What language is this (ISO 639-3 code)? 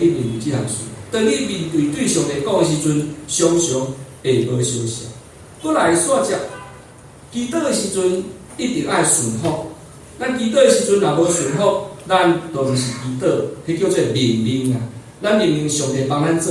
nan